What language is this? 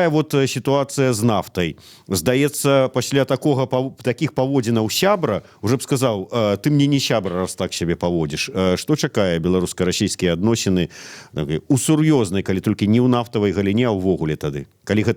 Belarusian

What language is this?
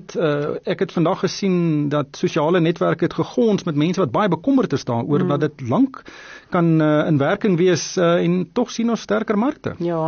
Afrikaans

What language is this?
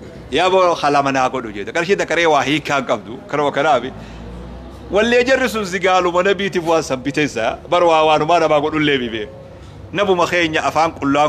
Oromo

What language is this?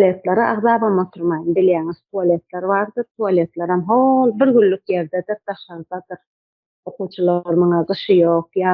Turkmen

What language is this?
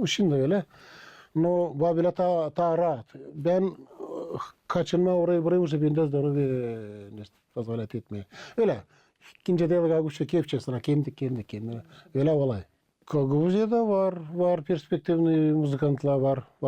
Gagauz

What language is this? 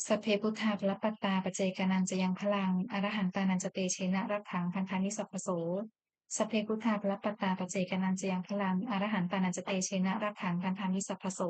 Pali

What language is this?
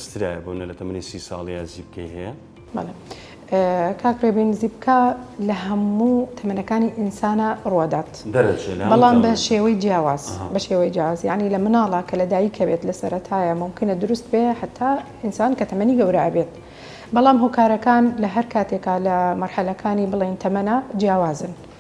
Central Kurdish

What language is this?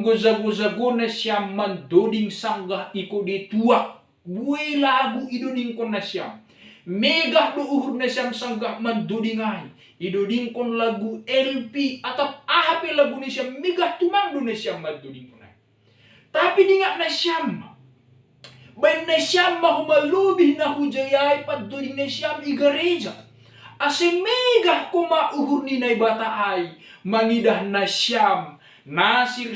Batak Simalungun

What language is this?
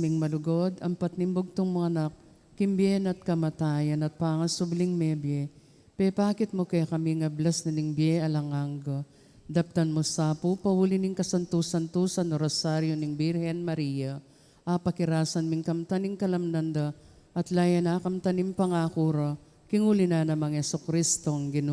Pampanga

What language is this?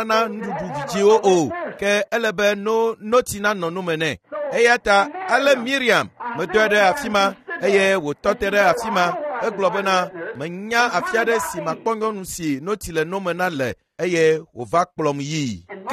Ewe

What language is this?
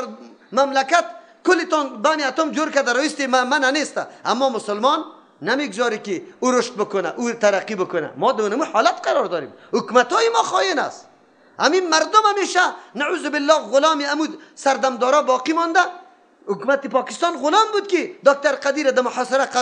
Persian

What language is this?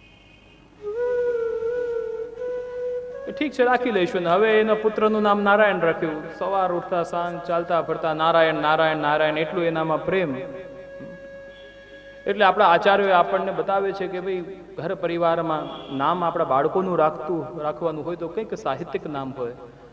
Gujarati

